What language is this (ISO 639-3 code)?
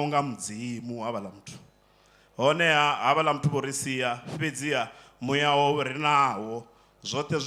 ven